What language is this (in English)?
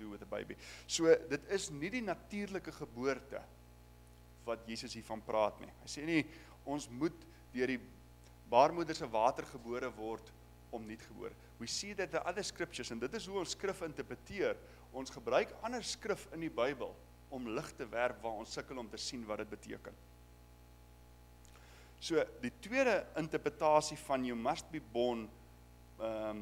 Afrikaans